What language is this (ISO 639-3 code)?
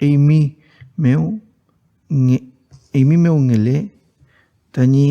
arn